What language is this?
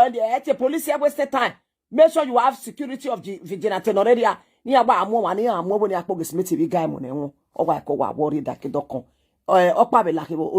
Nigerian Pidgin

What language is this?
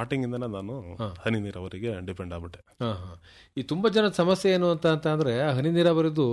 Kannada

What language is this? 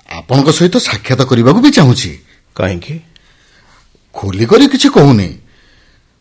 Odia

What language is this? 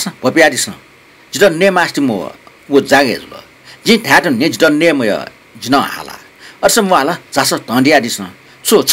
Newari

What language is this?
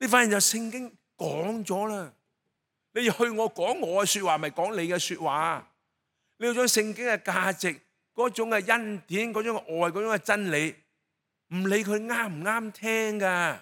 Cantonese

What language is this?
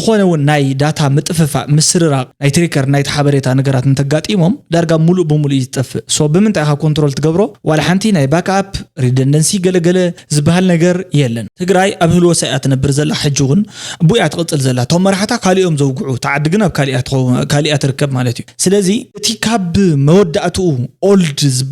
Tigrinya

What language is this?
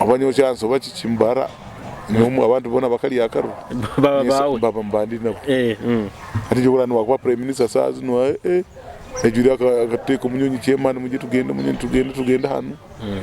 Nyoro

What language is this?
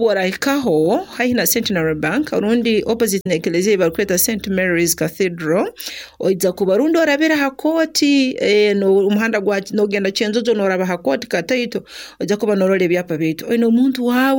Nyoro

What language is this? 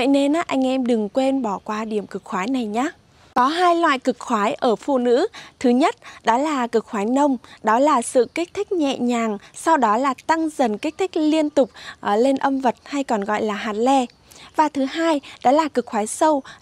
Vietnamese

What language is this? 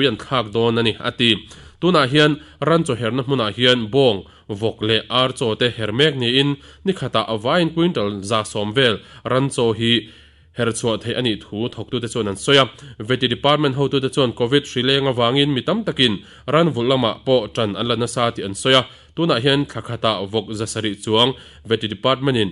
Mizo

